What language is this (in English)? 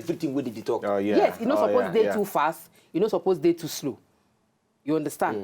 Nigerian Pidgin